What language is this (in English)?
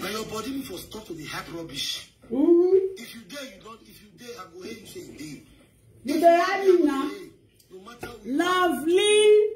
Nigerian Pidgin